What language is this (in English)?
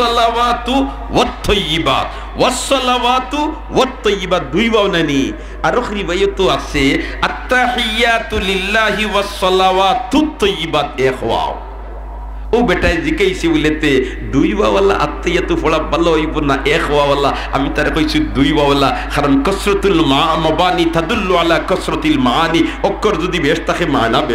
Sylheti